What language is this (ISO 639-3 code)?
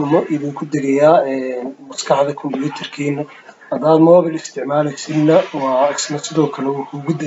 som